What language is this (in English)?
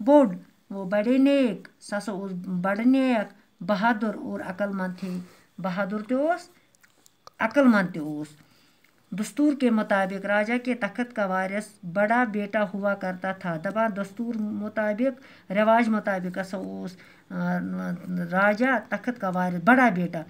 Kashmiri